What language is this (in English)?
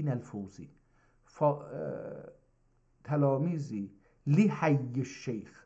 South Azerbaijani